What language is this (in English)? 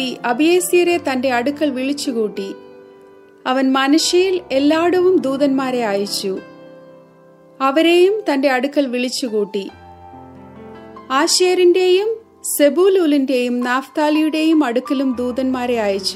Malayalam